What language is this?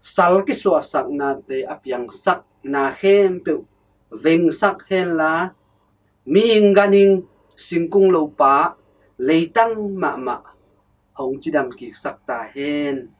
Tedim Chin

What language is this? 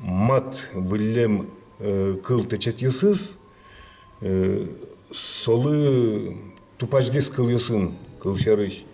Udmurt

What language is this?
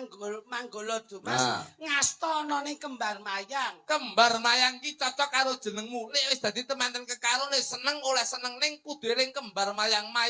Javanese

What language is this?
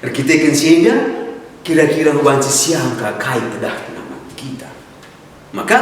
Batak Karo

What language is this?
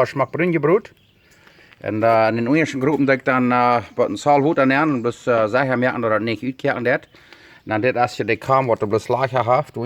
Plautdietsch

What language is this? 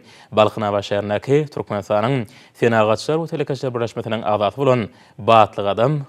Turkmen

